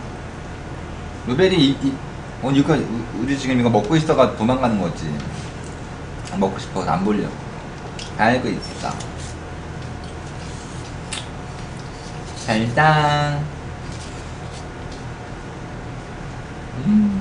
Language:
Korean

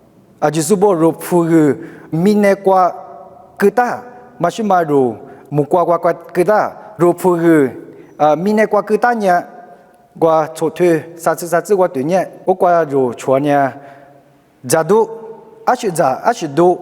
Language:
Lisu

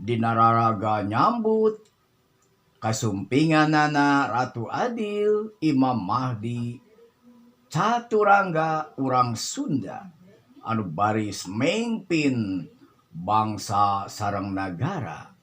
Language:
Sundanese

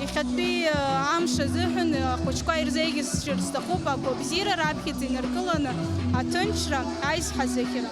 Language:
Abkhazian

